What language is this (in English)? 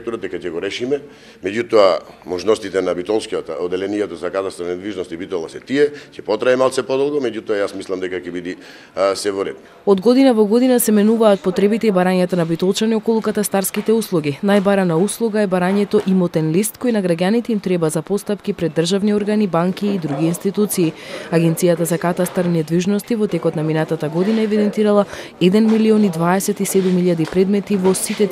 Macedonian